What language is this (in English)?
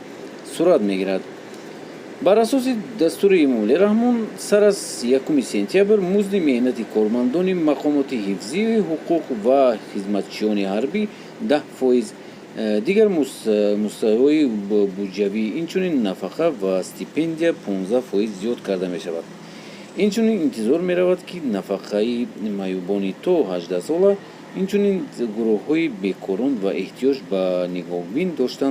Tajik